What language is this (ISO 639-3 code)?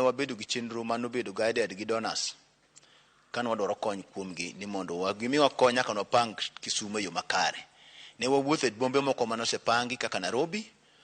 luo